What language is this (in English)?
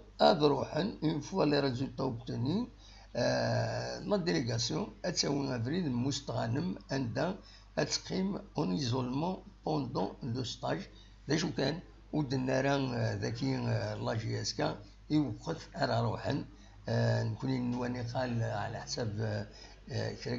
Kabyle